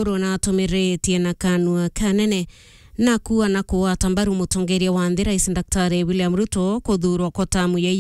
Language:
Meru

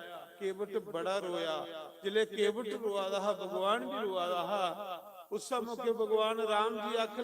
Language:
Dogri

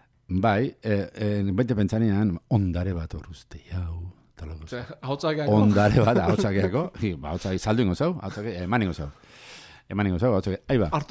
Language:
Basque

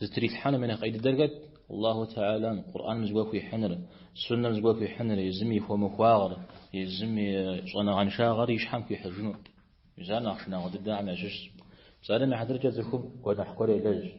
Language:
Kabardian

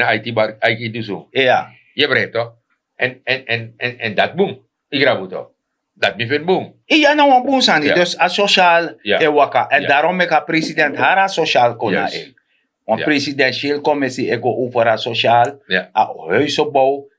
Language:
Sranan Tongo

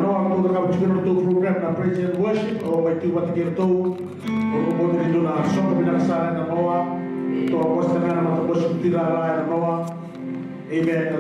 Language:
Fijian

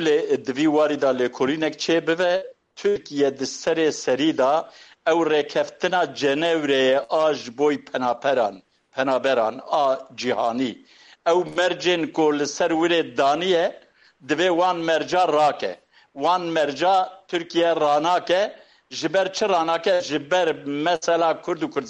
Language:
Kurdish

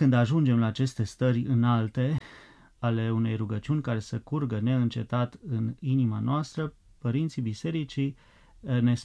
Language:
Romanian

